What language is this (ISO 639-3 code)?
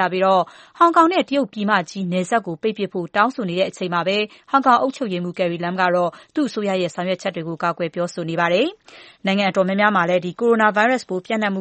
mya